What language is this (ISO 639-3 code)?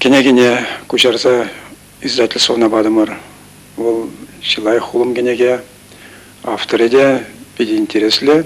chv